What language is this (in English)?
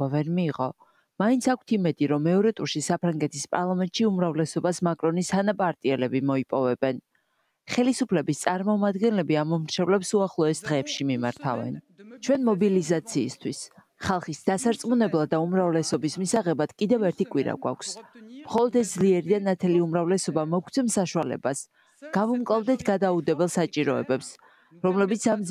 Georgian